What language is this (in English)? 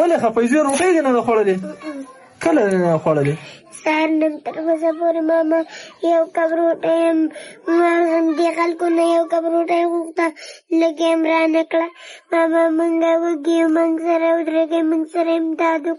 Pashto